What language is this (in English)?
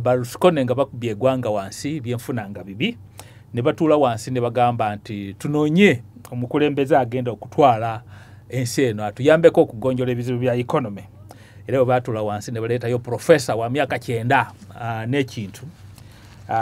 Ganda